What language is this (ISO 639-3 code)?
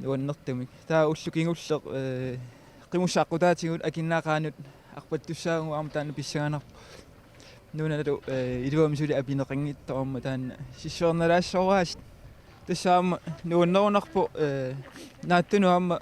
kal